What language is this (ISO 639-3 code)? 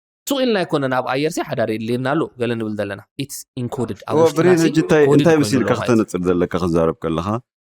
tir